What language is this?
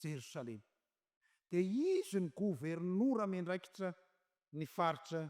Malagasy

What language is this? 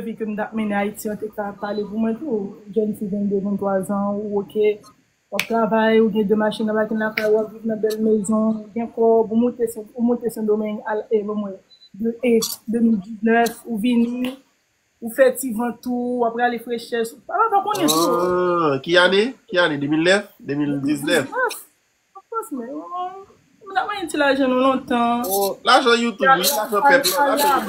Haitian Creole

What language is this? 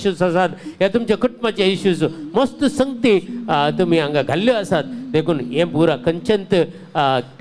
Konkani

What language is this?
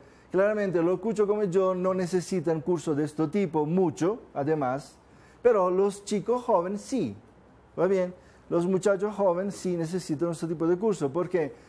Spanish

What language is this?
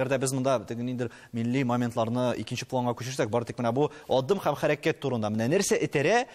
Tatar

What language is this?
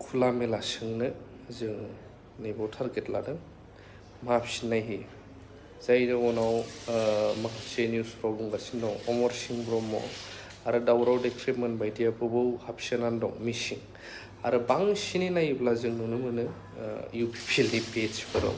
Bodo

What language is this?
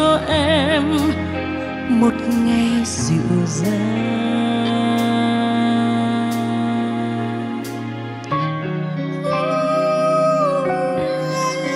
Vietnamese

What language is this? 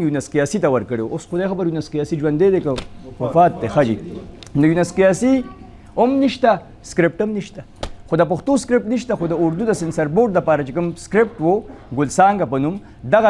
Pashto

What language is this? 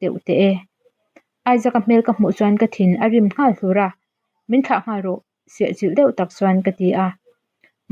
Mizo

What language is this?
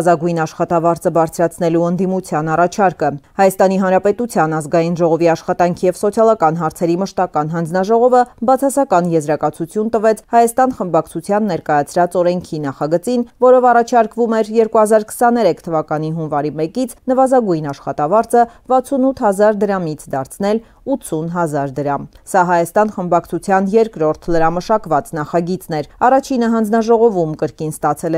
Armenian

